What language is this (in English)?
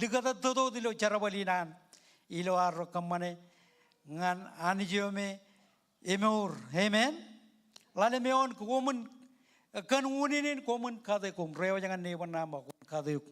Marshallese